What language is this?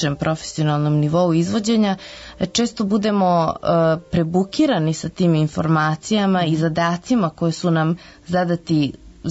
Serbian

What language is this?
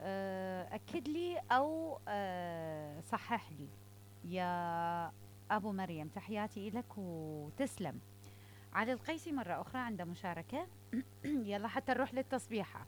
Mesopotamian Arabic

